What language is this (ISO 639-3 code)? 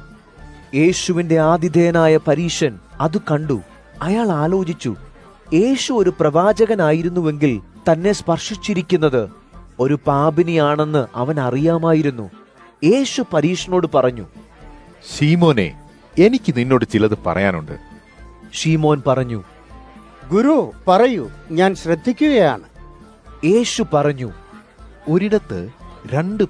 mal